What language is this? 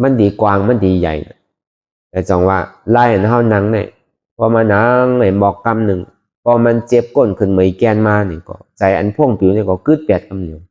Shan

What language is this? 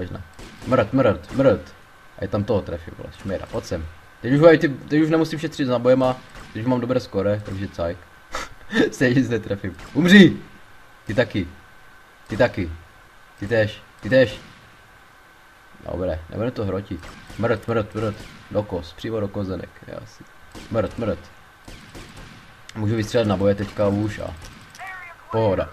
Czech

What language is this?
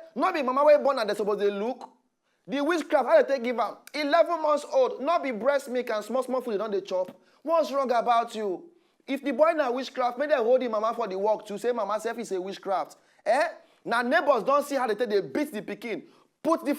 Nigerian Pidgin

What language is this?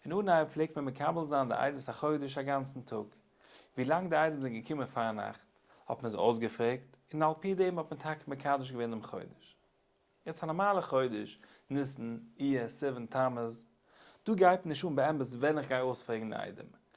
Yiddish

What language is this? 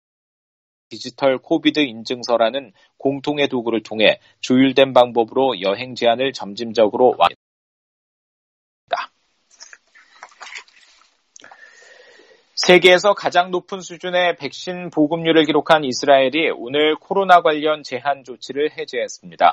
Korean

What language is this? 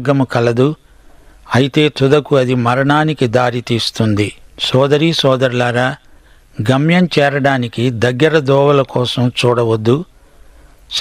Telugu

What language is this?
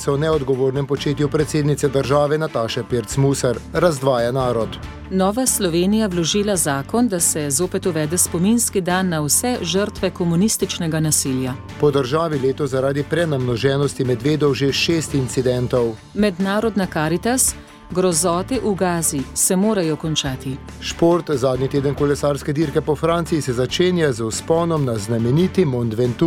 Slovenian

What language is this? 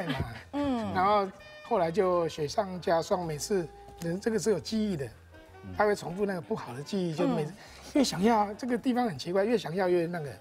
Chinese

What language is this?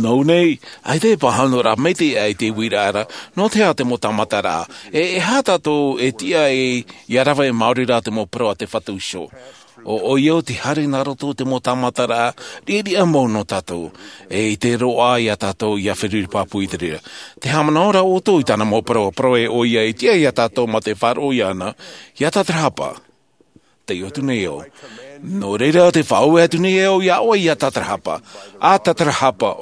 Tahitian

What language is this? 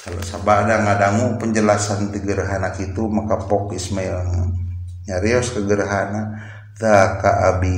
Sundanese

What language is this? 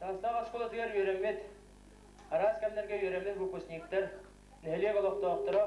Yakut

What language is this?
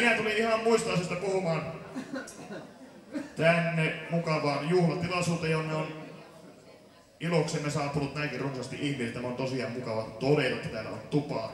Finnish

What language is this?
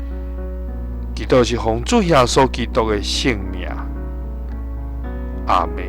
Min Nan Chinese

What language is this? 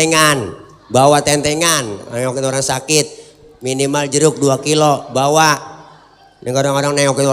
Betawi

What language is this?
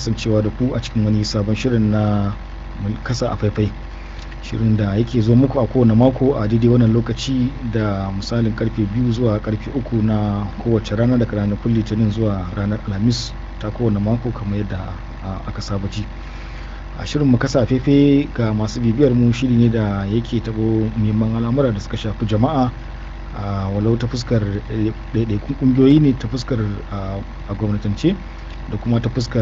Hausa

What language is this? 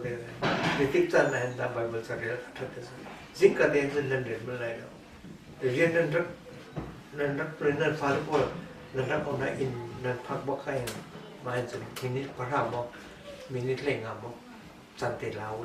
Hakha Chin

